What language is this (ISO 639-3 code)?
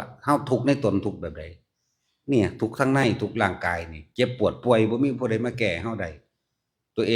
tts